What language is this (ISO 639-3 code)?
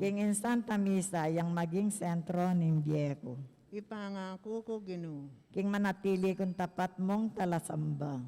pam